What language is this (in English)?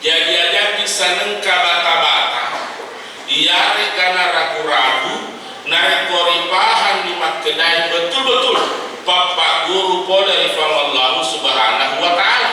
Buginese